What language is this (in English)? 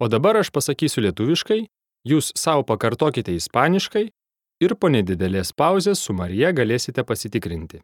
Lithuanian